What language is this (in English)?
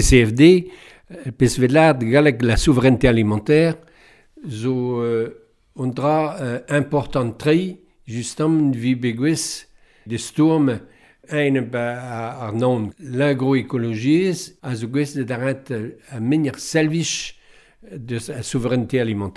Breton